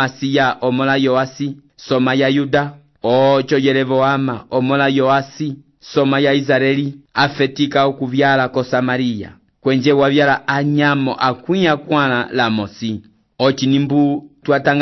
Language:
Umbundu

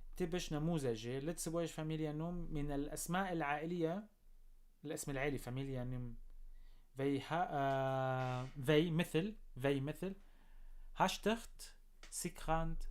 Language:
North Levantine Arabic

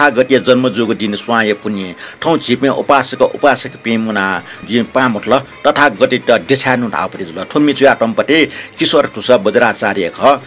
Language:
Newari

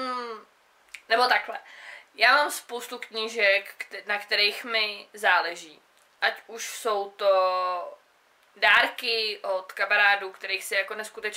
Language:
Czech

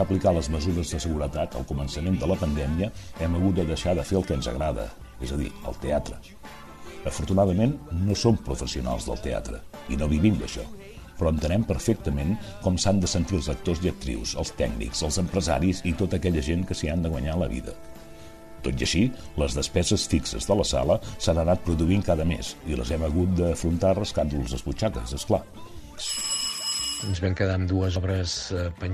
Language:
Catalan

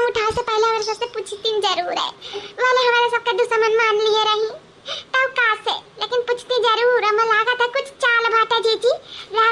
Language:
Awadhi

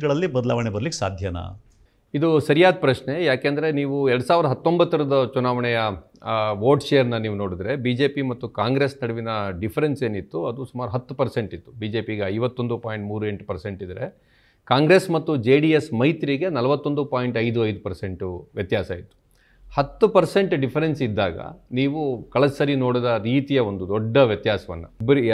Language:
Kannada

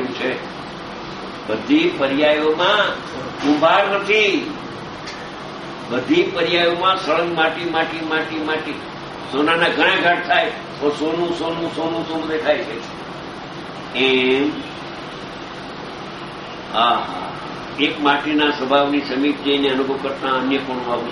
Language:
Gujarati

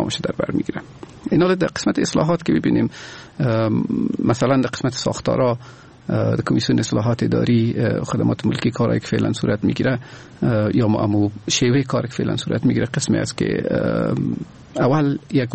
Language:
Persian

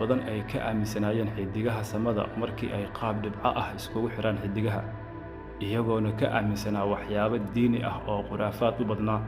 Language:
Somali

